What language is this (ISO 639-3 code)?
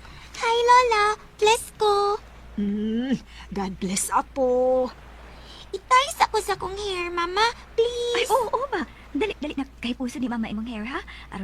ceb